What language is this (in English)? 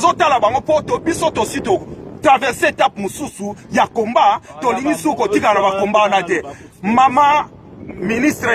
Lingala